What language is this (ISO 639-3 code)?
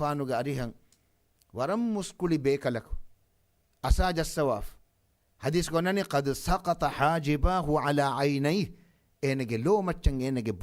div